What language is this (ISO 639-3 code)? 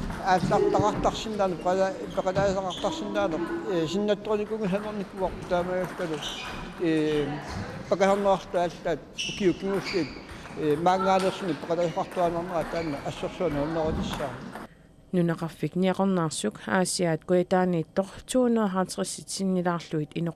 kal